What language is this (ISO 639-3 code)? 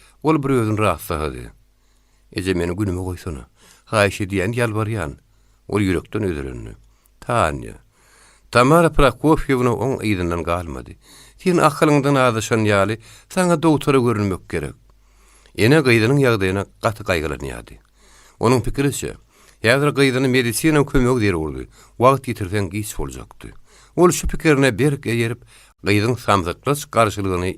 tuk